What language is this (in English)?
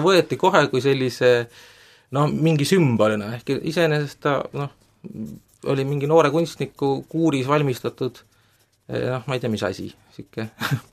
Estonian